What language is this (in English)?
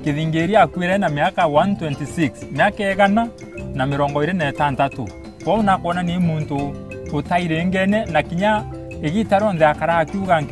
Meru